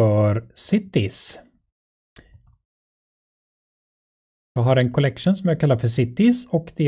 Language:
Swedish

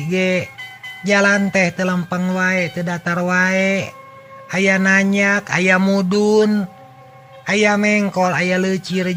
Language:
Sundanese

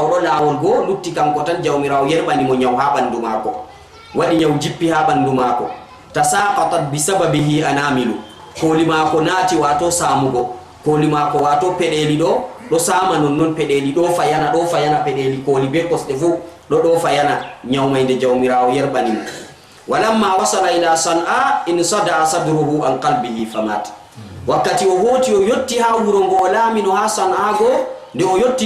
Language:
Fula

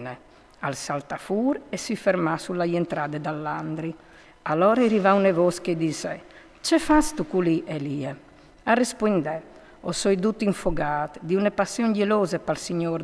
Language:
Friulian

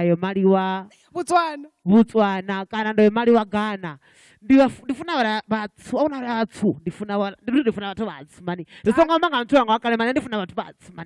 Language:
Venda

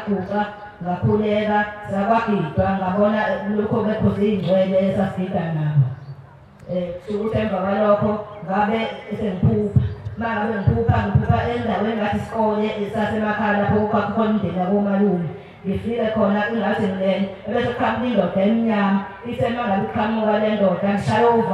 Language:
Zulu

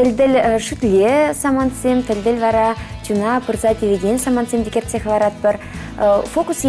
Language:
Chuvash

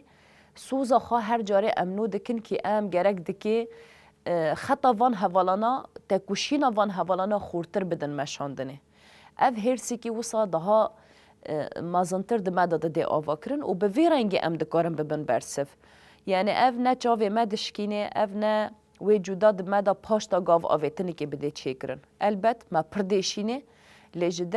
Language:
Kurdish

